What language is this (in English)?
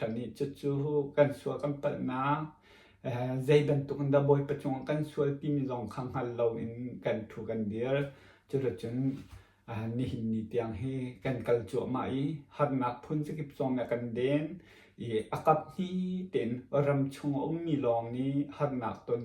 Hakha Chin